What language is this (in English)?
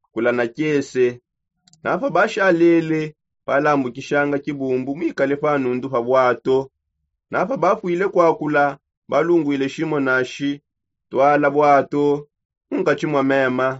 Songe